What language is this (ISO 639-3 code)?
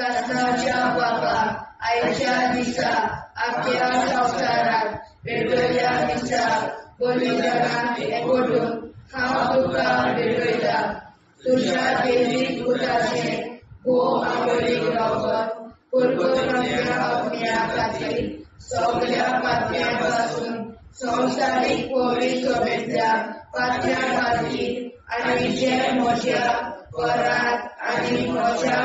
kok